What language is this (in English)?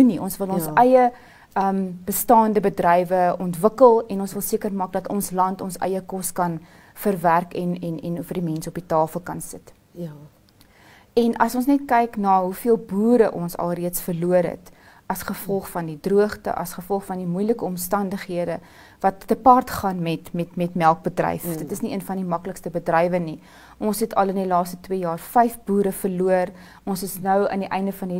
Afrikaans